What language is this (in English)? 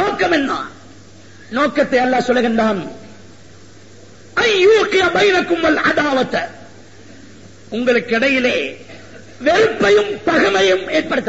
Tamil